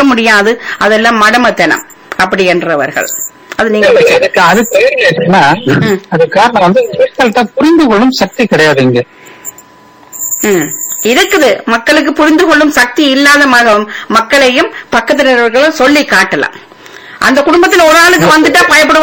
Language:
Tamil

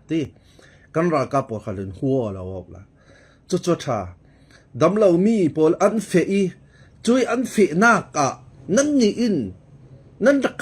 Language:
Falam Chin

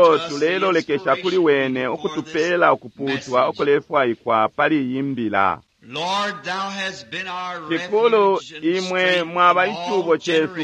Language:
Bemba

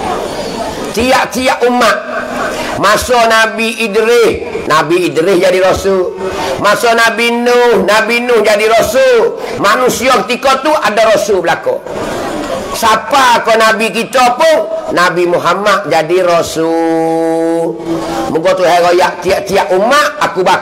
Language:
Pattani Malay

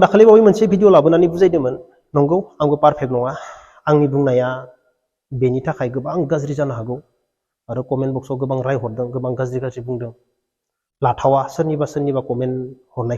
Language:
Bodo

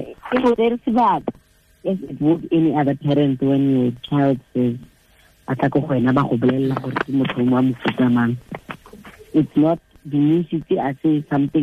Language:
Tswana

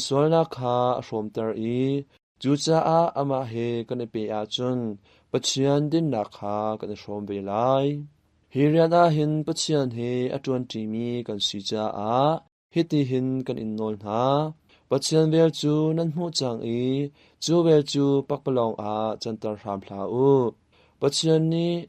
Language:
Hakha Chin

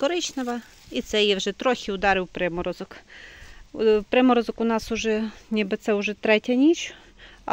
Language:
Ukrainian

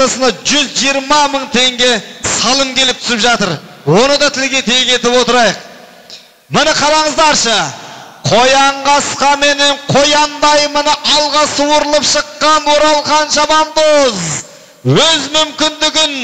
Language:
Kazakh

